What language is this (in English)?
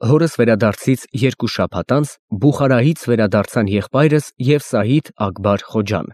Armenian